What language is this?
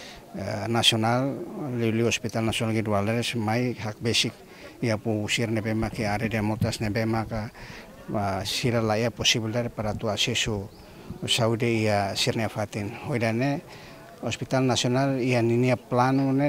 Tetum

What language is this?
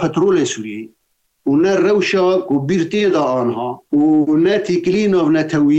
Kurdish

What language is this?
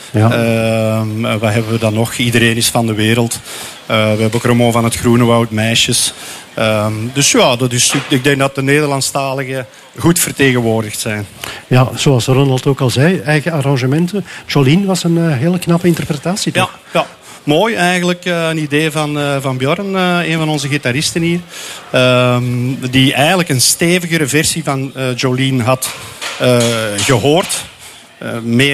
Dutch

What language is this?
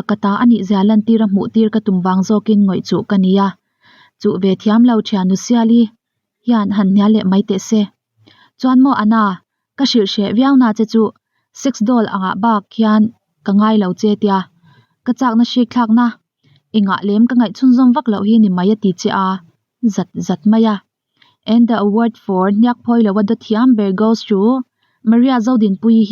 Mizo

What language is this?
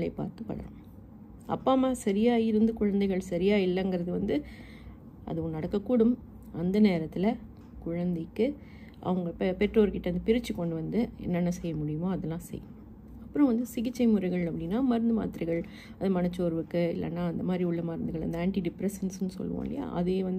Tamil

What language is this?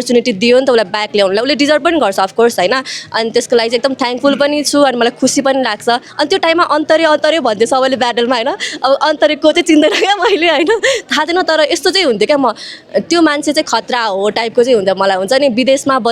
Nepali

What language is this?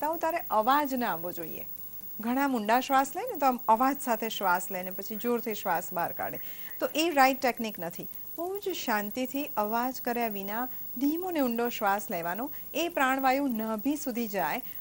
Gujarati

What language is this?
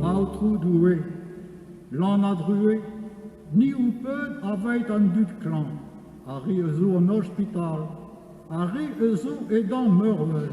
Breton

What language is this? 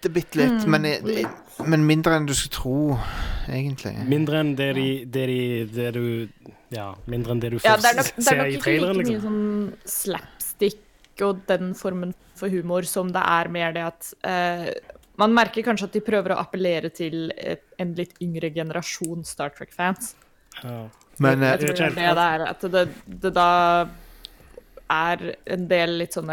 Norwegian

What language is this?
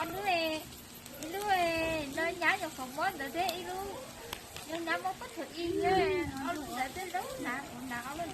Hmong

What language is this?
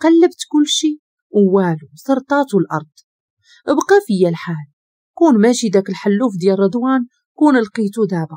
Moroccan Arabic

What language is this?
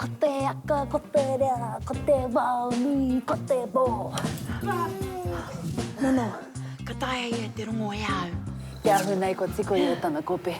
Māori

